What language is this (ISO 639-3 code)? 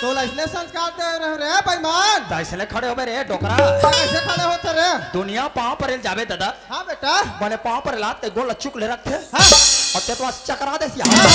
hne